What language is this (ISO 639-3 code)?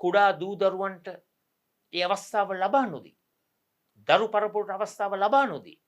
sin